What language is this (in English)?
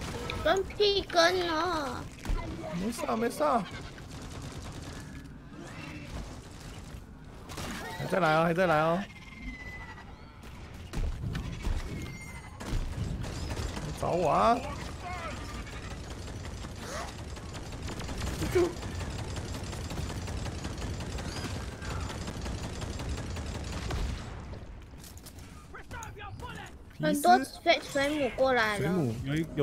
Chinese